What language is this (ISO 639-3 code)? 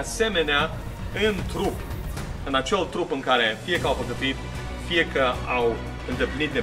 ron